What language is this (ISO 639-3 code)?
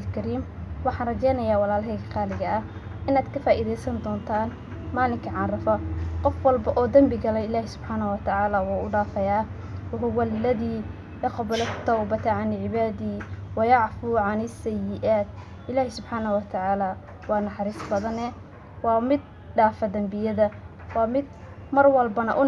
som